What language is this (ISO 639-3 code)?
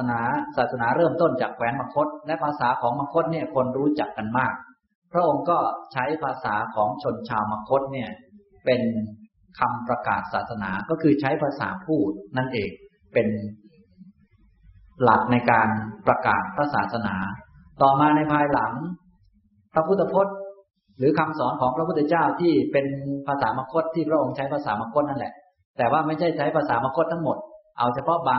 tha